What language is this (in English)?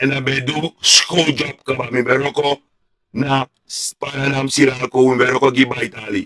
Sranan Tongo